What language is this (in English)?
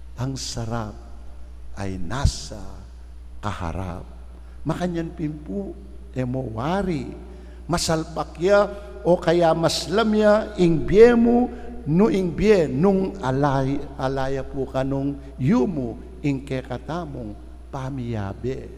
Pampanga